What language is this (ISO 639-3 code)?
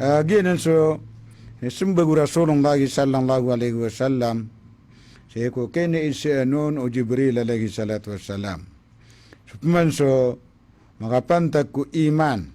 mrw